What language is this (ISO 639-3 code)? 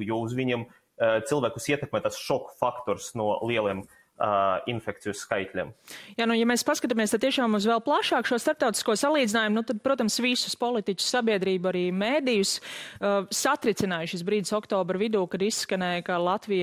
lav